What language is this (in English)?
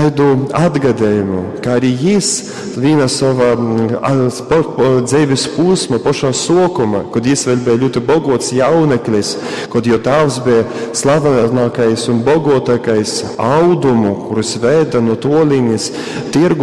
Latgalian